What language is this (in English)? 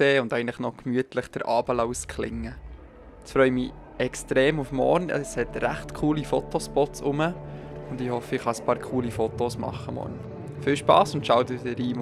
Swiss German